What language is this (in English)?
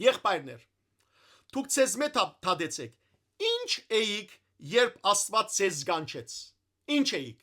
Western Armenian